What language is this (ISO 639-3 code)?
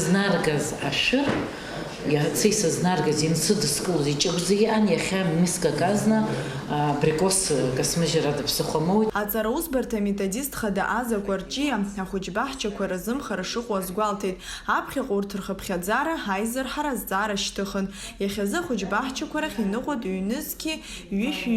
abk